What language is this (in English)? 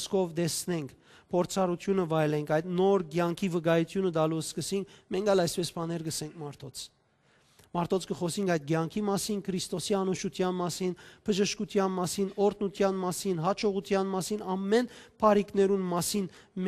Western Armenian